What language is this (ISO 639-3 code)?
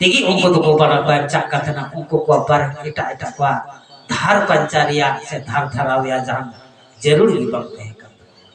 sat